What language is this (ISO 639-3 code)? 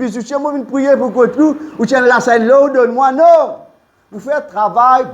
mfe